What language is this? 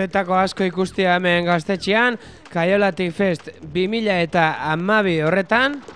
Basque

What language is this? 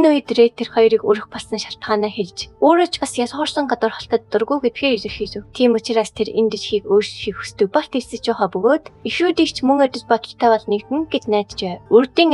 Mongolian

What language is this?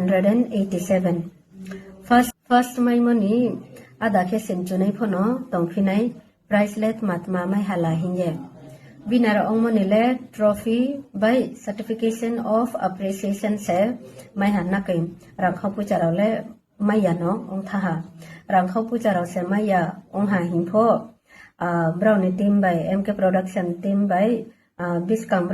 Riang (India)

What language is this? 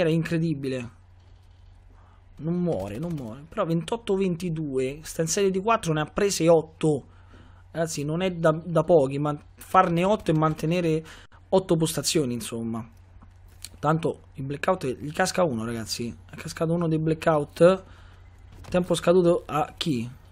Italian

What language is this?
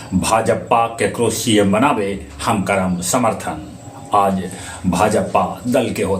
Magahi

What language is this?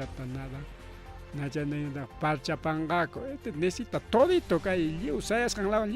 Ayacucho Quechua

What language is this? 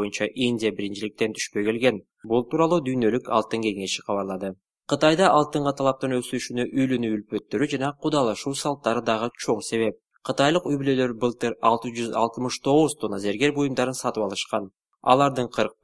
Kyrgyz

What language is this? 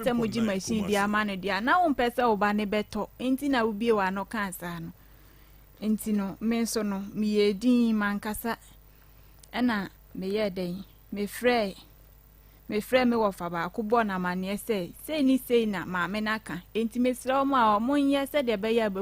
Akan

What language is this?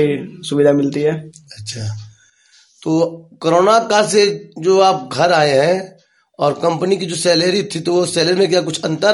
Hindi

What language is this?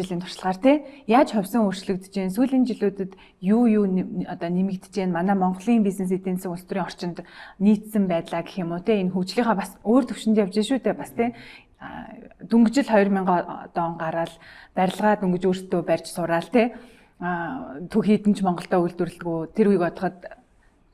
Mongolian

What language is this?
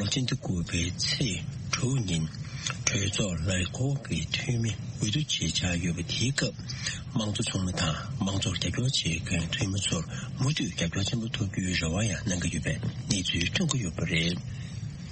Tibetan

